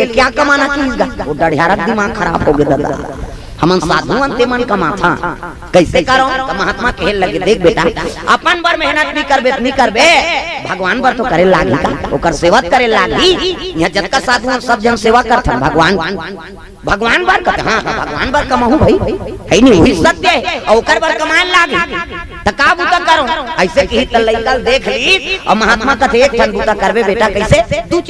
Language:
Chhattisgarhi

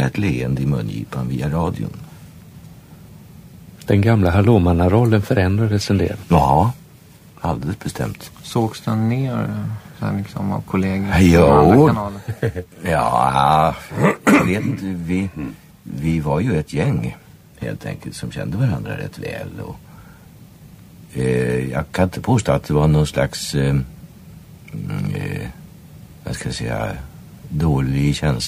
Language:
Swedish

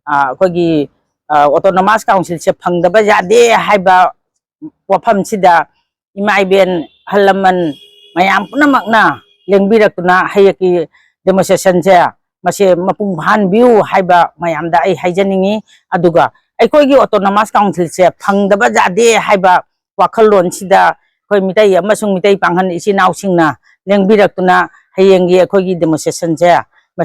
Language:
Manipuri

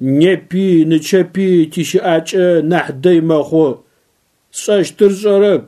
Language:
Adyghe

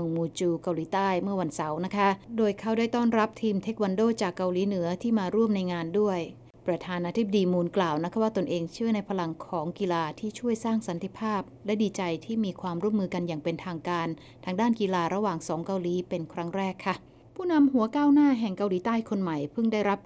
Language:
Thai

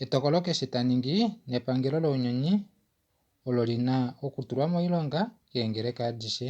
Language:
Kuanyama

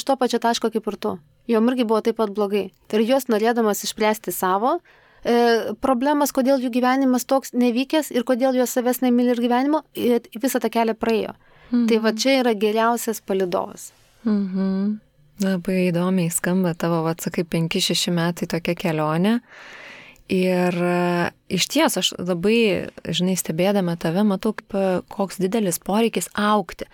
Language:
Lithuanian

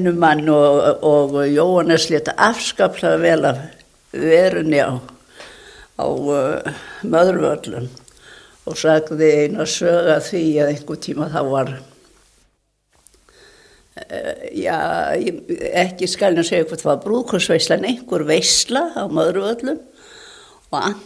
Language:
Icelandic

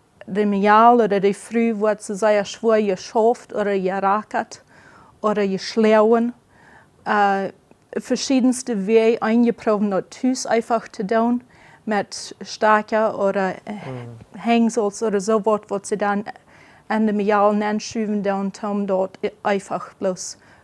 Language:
Plautdietsch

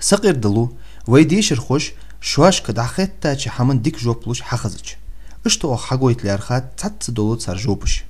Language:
Ingush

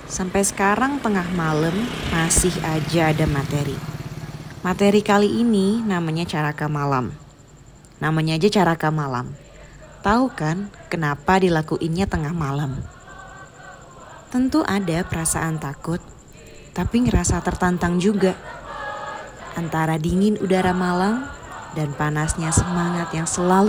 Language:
Indonesian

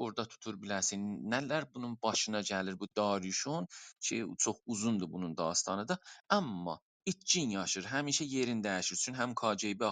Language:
South Azerbaijani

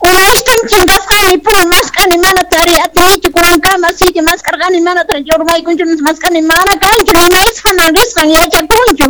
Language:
South Bolivian Quechua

